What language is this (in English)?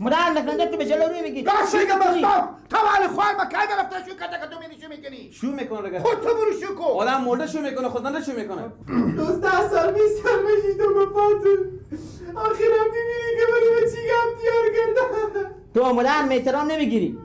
Persian